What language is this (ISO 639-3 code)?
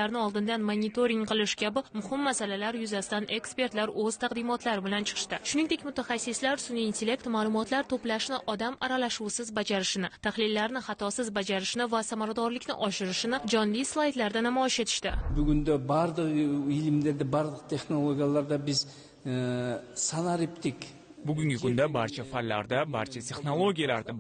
uzb